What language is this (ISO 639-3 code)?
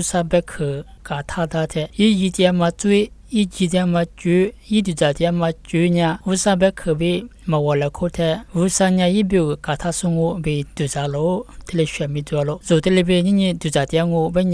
lis